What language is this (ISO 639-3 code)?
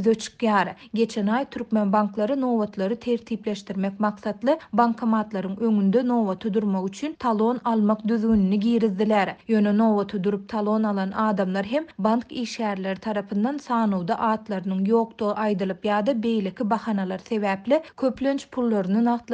tuk